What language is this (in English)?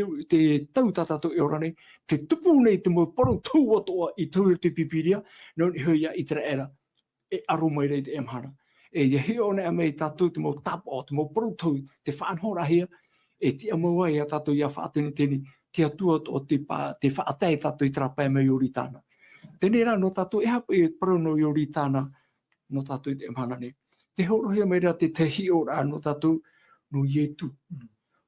Tahitian